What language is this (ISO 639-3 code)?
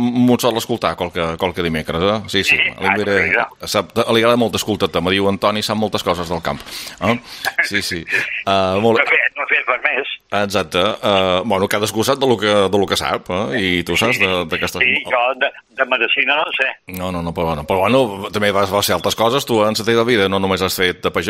cat